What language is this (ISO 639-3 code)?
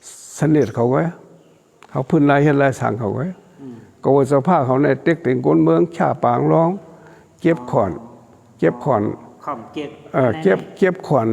shn